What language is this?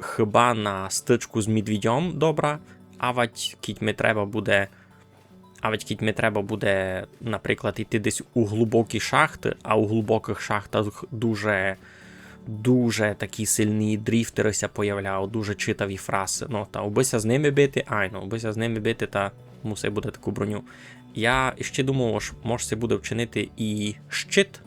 Rusyn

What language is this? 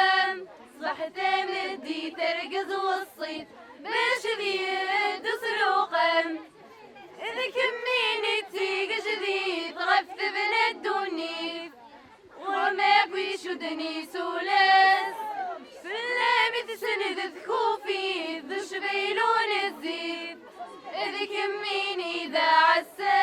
Kabyle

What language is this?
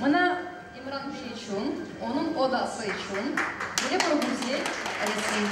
Crimean Tatar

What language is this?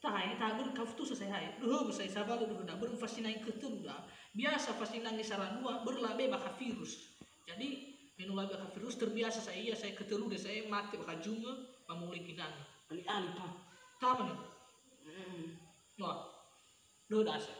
Nias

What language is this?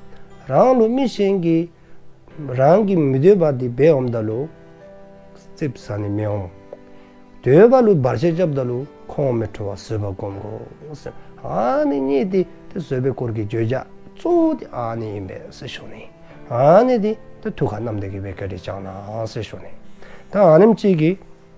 Dzongkha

